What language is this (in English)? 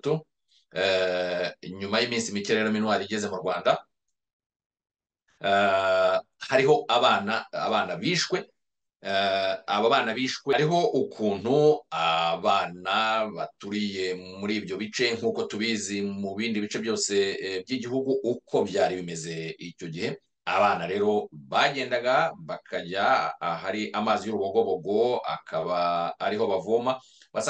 Kinyarwanda